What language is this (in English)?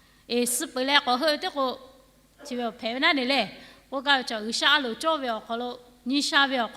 Lahu